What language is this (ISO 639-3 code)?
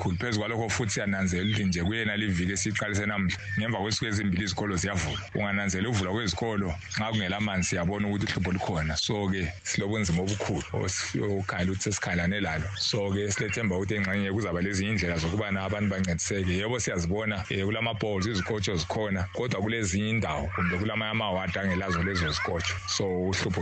nde